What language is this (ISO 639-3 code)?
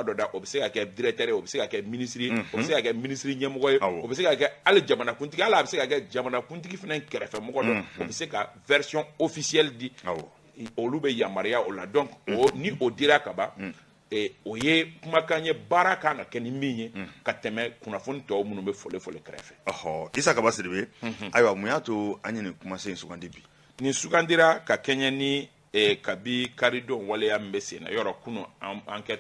bam